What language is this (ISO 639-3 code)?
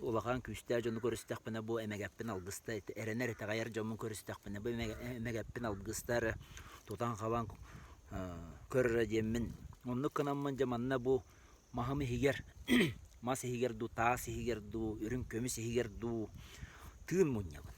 sah